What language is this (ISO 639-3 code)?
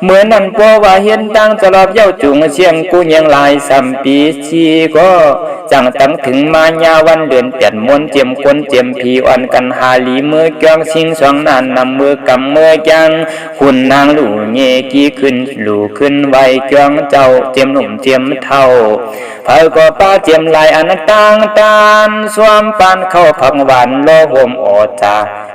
shn